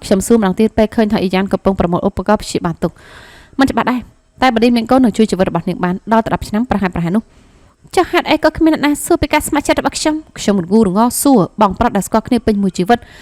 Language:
Khmer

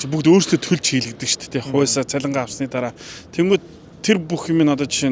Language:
Mongolian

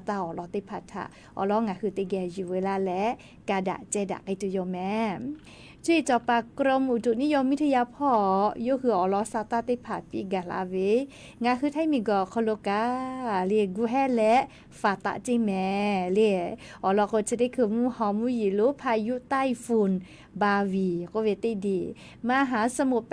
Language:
Lahu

